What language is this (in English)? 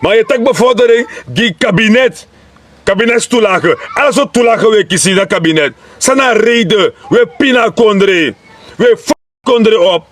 Sranan Tongo